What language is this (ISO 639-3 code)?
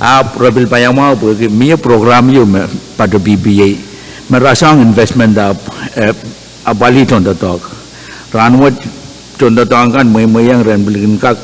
pon